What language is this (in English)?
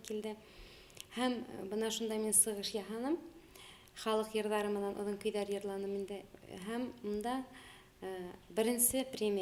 Bashkir